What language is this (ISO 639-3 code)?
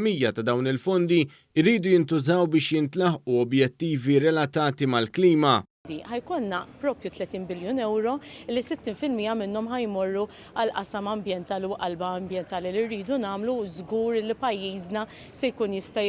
mlt